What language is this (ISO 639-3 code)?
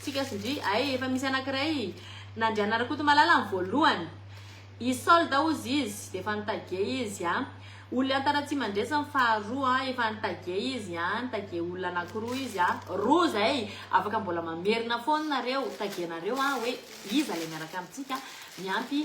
mlg